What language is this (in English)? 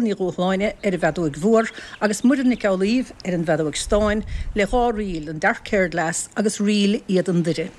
Irish